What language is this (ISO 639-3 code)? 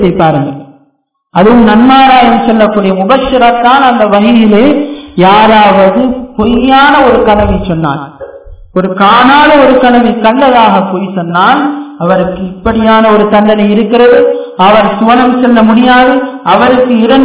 tam